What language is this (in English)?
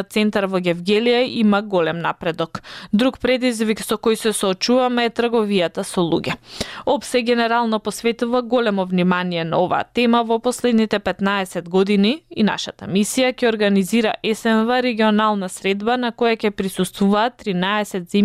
Macedonian